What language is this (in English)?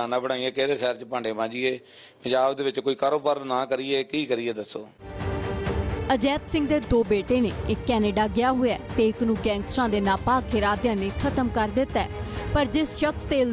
Punjabi